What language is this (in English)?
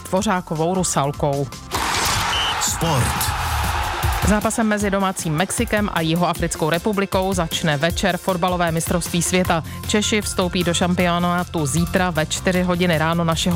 Czech